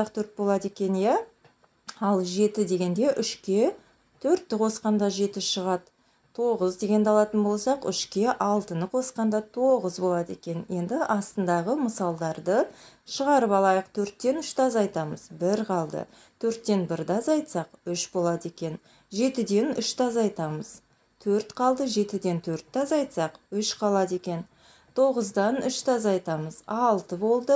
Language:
Kazakh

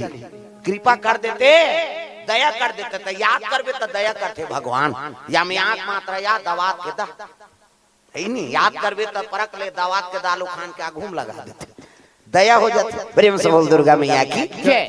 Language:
Chhattisgarhi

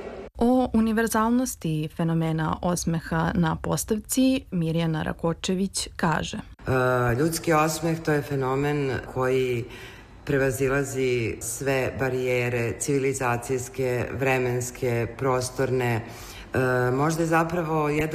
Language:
Serbian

